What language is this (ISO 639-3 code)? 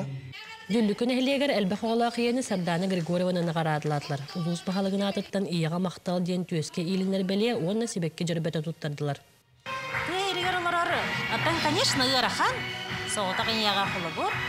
sah